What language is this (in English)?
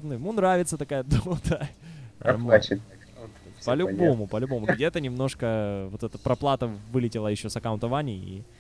Russian